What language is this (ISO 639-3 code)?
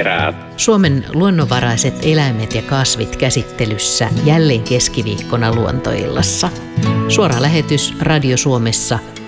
fin